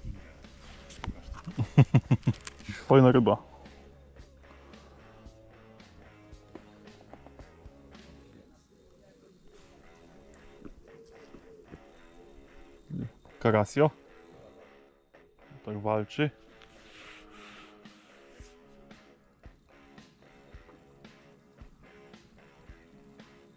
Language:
Polish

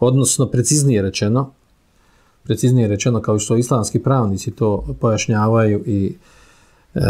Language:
Bosnian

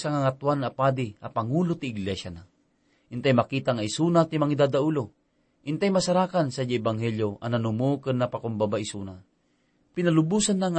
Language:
Iloko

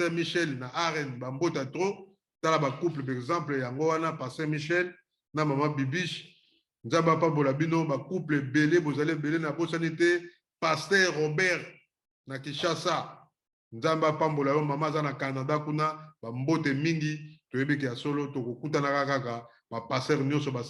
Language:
Lingala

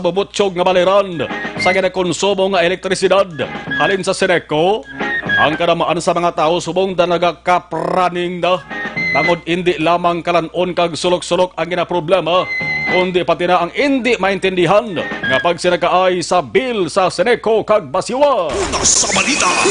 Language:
Hiligaynon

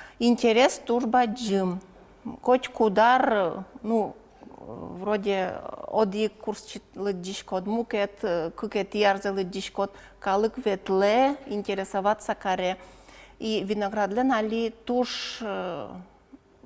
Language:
Udmurt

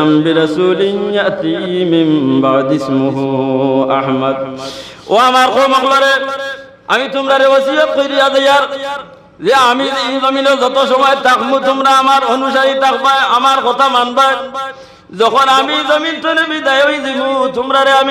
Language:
Sylheti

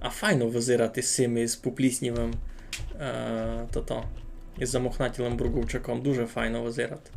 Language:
Rusyn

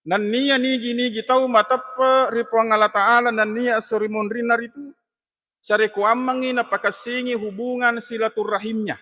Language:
Buginese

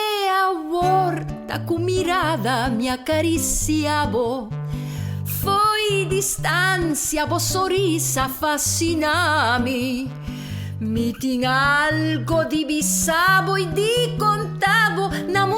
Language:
Papiamento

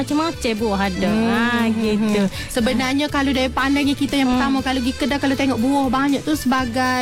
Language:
Malay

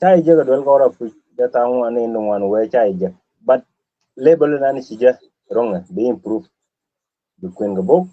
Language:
Nuer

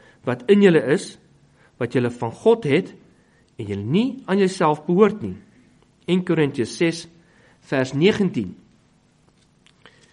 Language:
Afrikaans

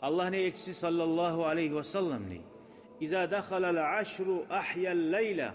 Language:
Kumyk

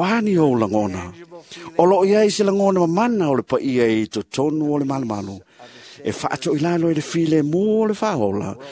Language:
Samoan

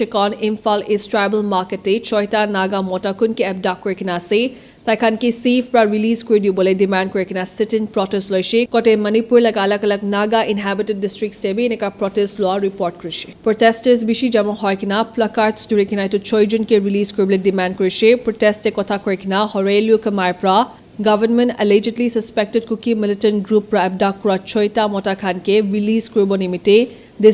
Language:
Naga Pidgin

